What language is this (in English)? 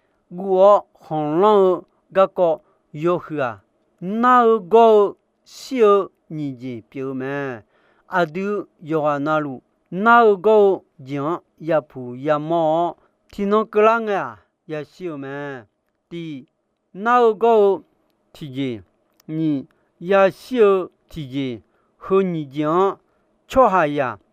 Akha